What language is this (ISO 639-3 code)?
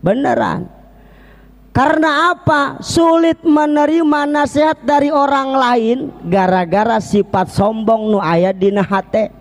sun